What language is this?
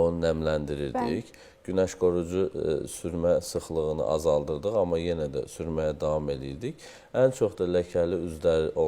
Azerbaijani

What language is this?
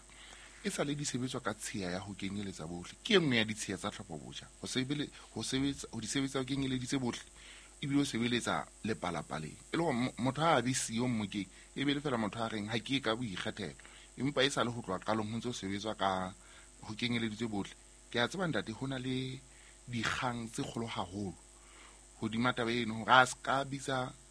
Southern Sotho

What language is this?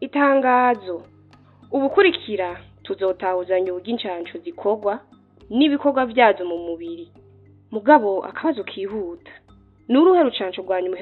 Rundi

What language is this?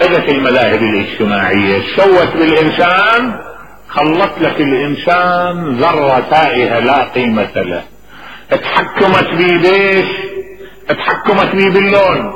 Mesopotamian Arabic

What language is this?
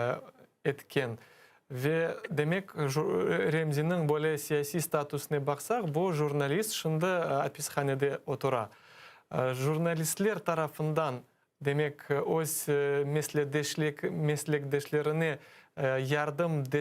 Crimean Tatar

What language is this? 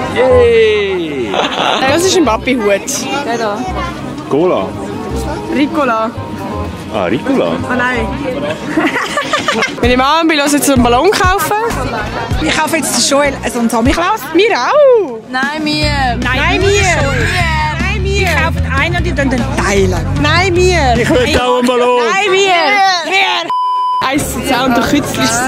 Swiss German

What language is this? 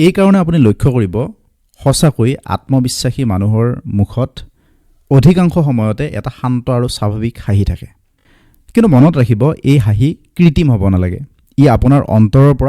Assamese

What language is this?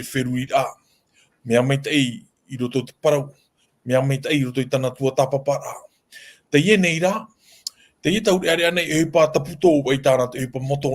Tahitian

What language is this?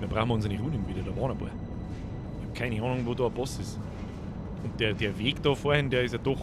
Bavarian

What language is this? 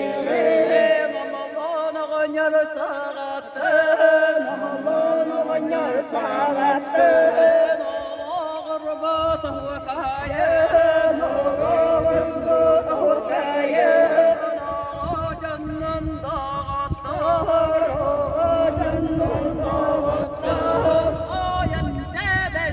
Yakut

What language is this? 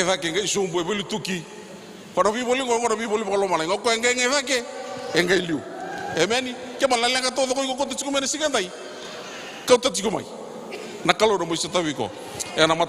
Fijian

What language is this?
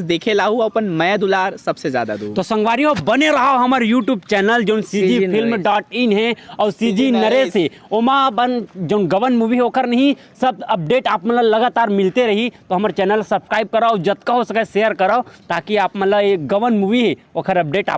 Chhattisgarhi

